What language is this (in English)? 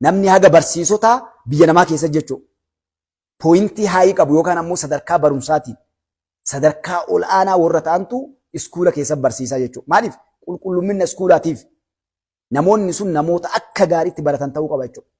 Oromo